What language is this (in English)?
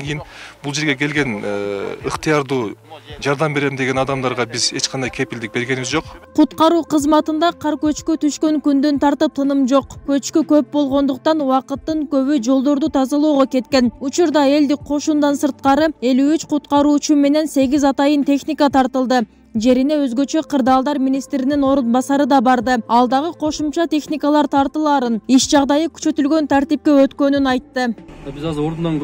Kyrgyz